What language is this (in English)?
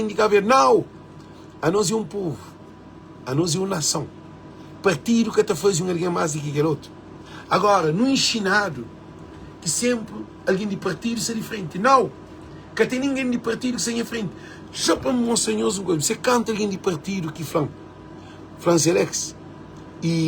Kabuverdianu